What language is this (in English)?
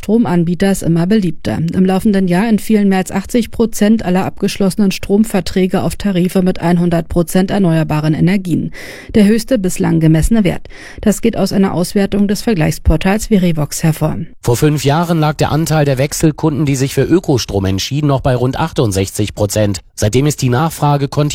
German